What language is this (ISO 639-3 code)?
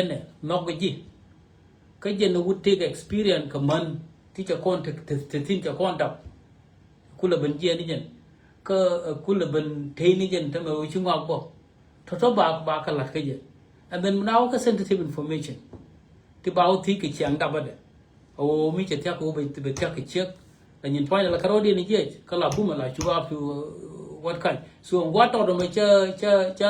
nus